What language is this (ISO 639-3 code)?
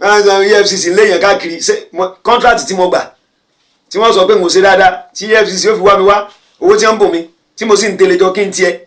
yor